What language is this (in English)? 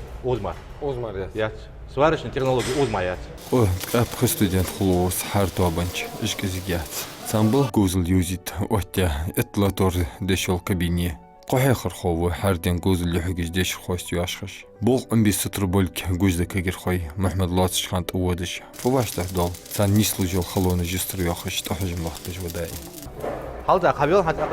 Ingush